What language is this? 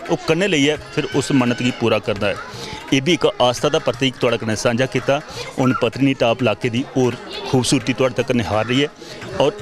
Dogri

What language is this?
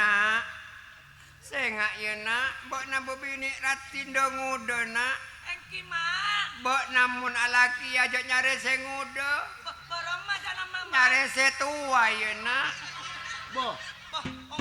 Madurese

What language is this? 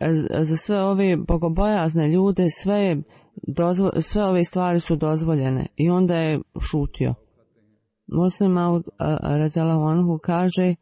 Bosnian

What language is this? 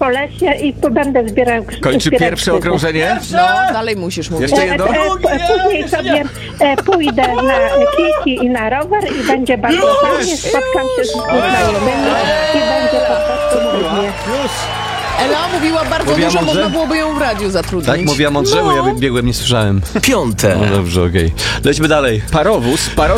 Polish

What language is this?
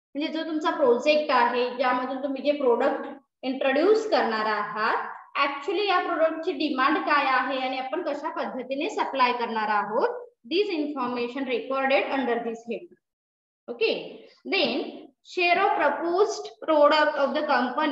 Marathi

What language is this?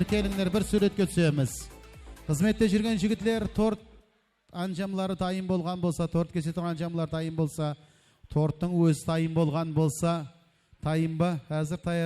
Kara-Kalpak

